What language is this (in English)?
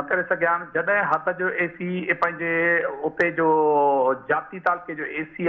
Sindhi